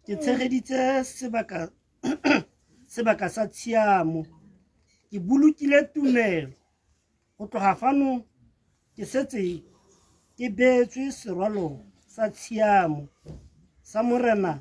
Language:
Tswana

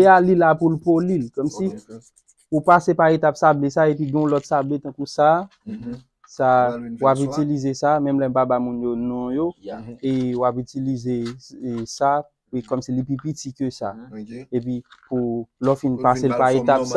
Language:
Haitian Creole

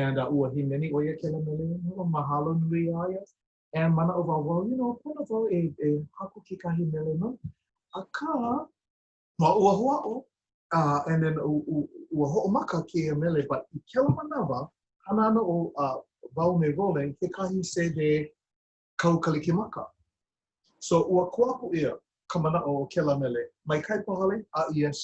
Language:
Hawaiian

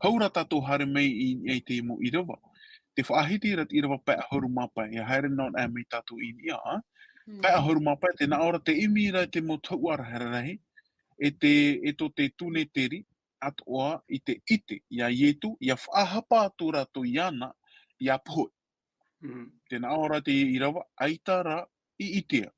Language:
Tahitian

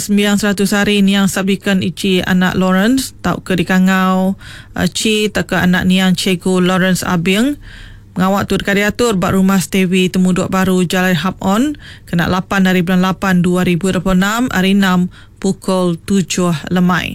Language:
Iban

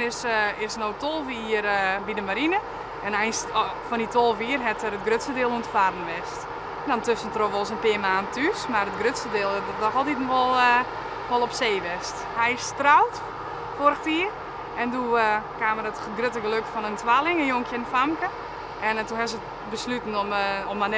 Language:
Western Frisian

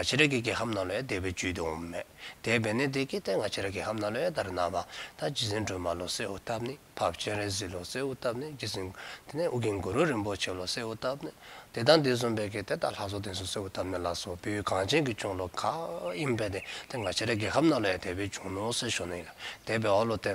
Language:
Dzongkha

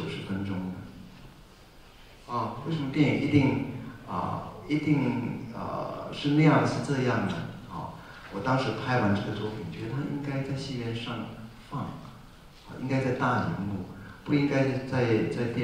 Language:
Chinese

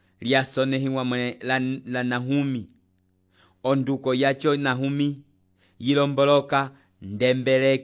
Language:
Umbundu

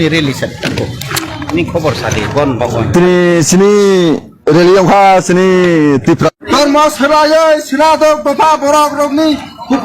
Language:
Kok Borok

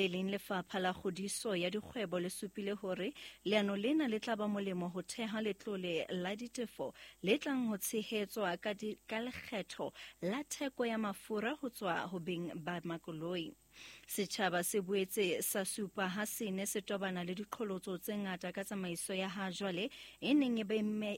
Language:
Southern Sotho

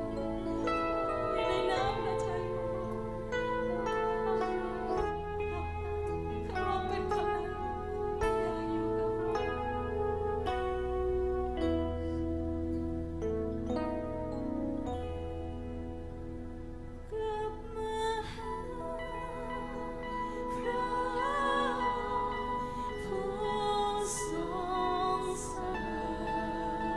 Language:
Thai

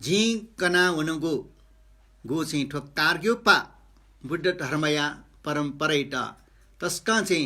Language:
Newari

